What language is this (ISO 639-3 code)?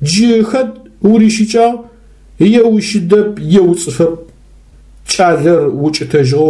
ady